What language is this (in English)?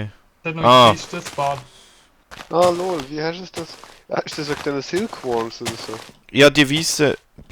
Swiss German